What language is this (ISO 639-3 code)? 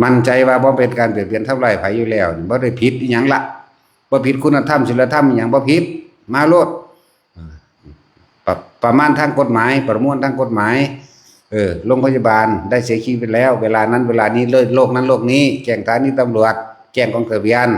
lao